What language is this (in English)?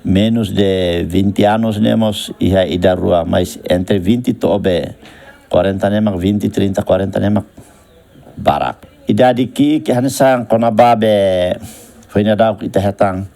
Tetum